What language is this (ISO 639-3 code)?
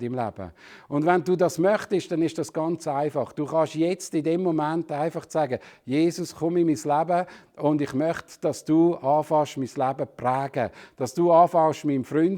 gsw